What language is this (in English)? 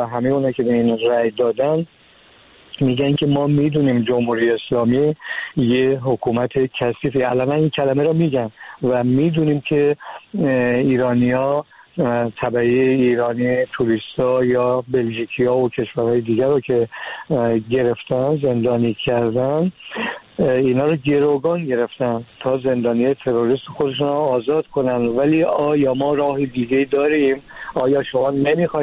Persian